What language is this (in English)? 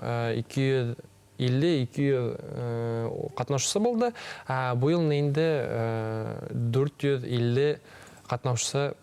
Bashkir